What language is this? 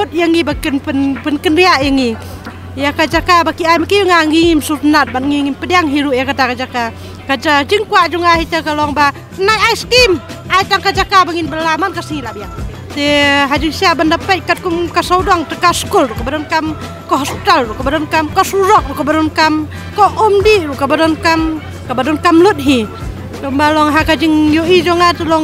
Khasi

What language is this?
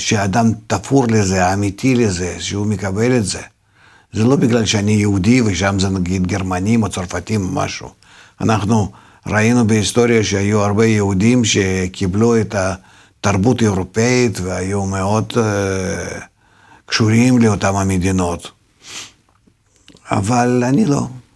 Hebrew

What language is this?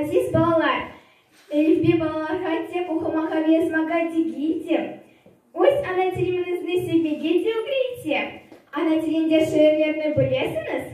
Crimean Tatar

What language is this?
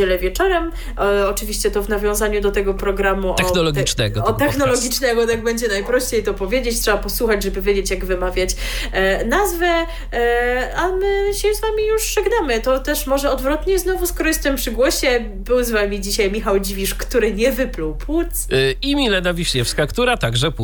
Polish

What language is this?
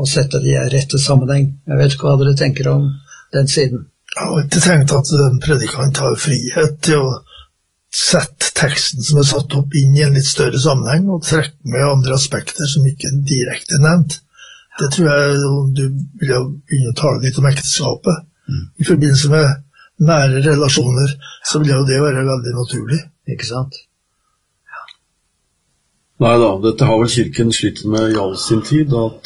Norwegian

